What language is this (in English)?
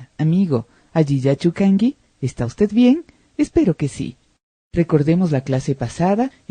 Imbabura Highland Quichua